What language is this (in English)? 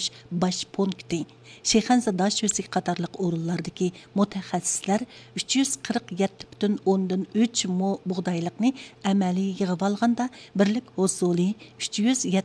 Uyghur